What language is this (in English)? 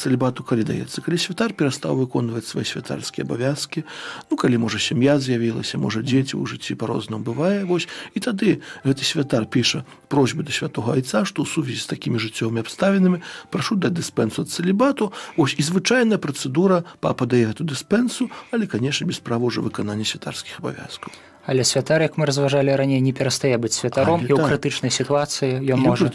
Belarusian